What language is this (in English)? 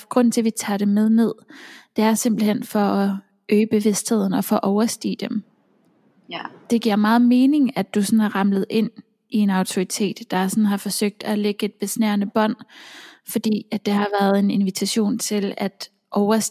Danish